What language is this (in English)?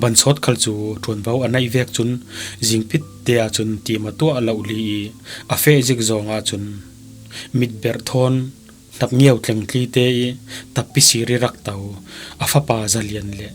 Falam Chin